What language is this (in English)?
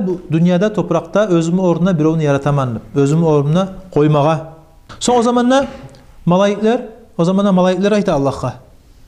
Kumyk